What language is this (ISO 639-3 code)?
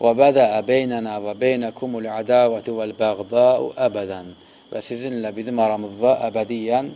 aze